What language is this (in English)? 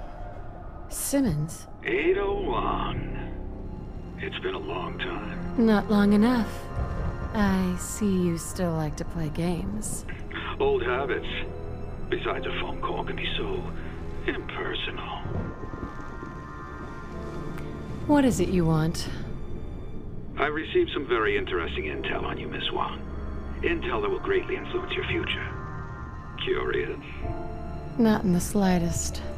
English